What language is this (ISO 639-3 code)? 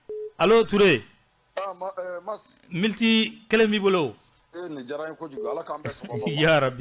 bam